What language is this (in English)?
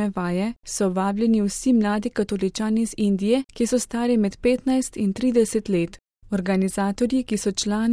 Slovenian